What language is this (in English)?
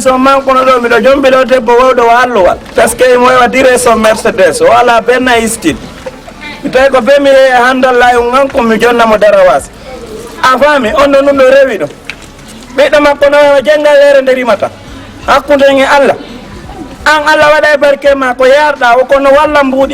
Fula